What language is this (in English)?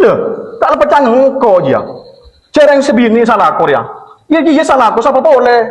Madurese